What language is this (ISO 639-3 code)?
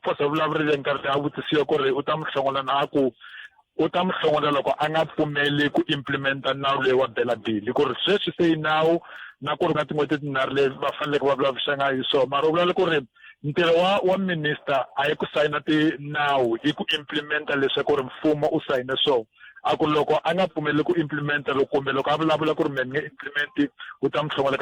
tso